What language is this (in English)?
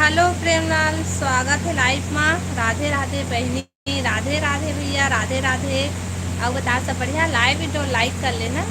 Chhattisgarhi